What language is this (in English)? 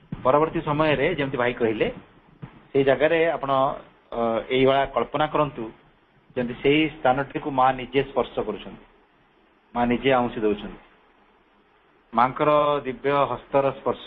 Odia